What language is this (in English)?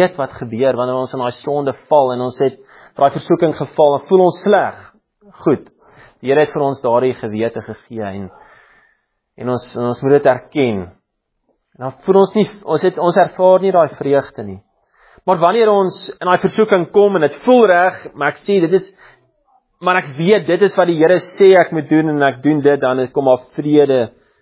Afrikaans